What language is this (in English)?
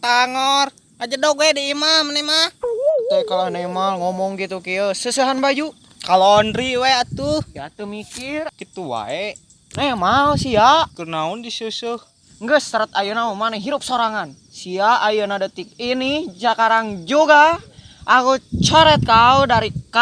Sundanese